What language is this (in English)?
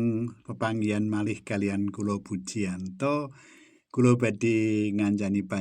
Javanese